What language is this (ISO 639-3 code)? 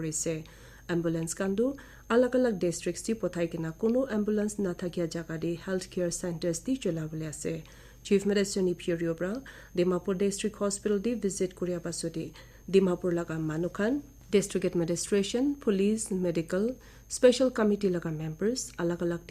nag